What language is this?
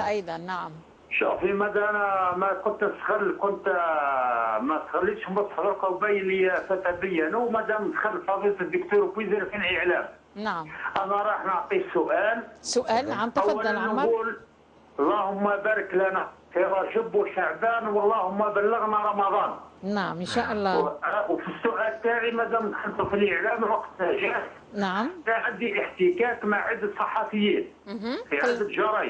Algerian Arabic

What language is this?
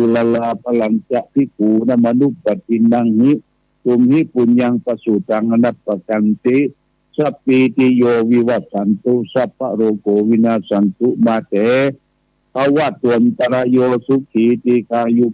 Pali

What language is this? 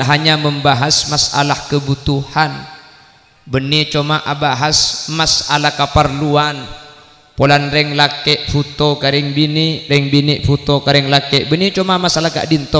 Madurese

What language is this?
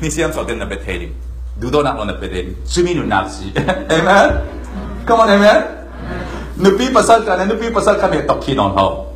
Falam Chin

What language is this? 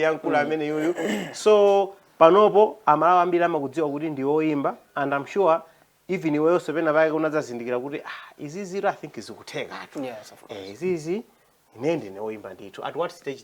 Nyanja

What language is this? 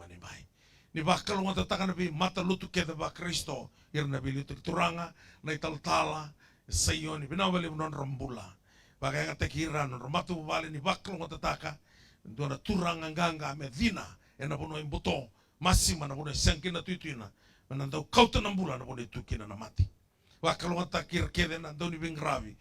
Fijian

